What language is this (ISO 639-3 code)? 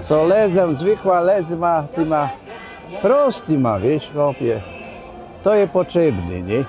csb